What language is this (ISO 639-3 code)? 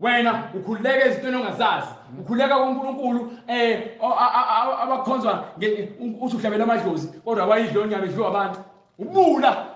zul